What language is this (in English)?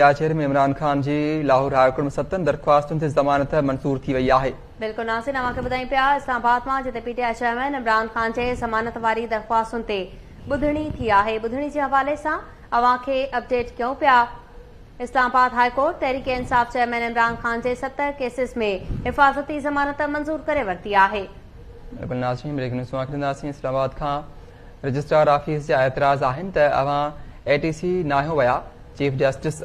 Sindhi